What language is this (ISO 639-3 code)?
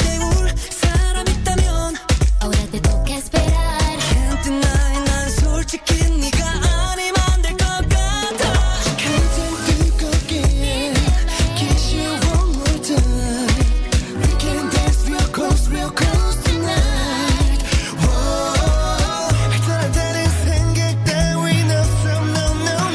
kor